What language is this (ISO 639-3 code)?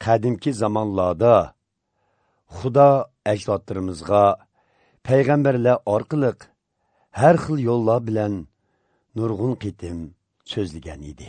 uig